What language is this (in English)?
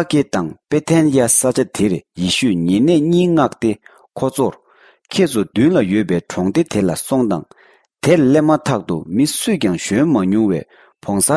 Tibetan